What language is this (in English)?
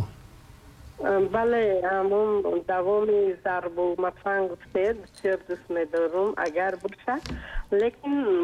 Tajik